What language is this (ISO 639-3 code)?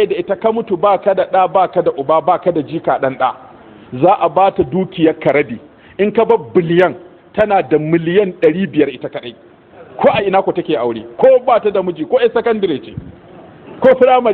hau